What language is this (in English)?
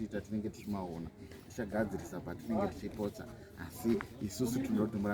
Shona